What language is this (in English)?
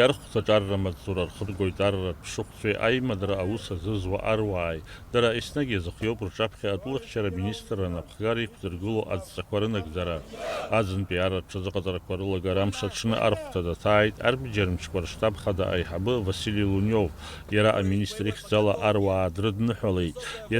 Abkhazian